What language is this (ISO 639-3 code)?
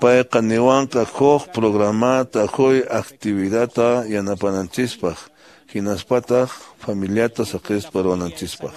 que